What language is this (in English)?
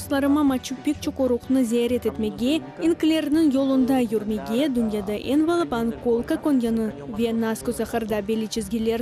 Crimean Tatar